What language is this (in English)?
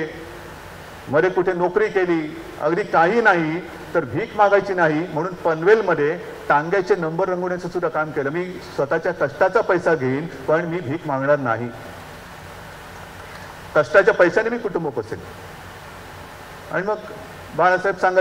Marathi